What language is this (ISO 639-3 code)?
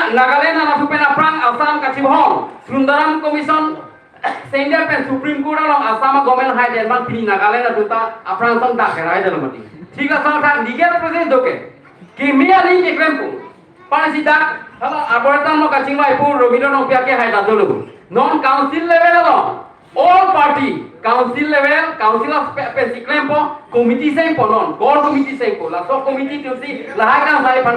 mjw